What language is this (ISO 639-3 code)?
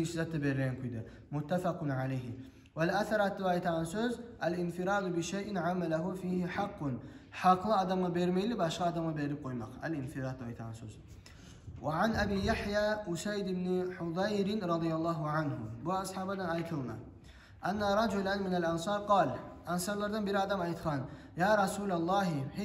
kum